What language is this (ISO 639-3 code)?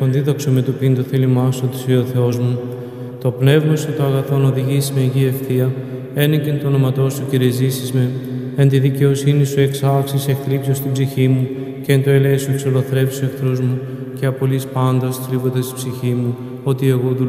ell